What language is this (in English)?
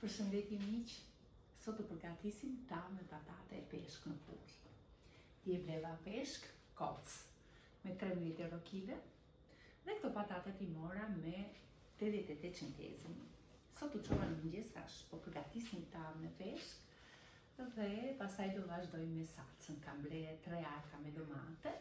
Albanian